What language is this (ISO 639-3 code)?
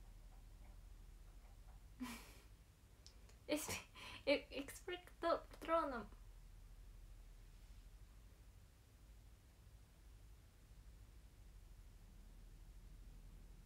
jpn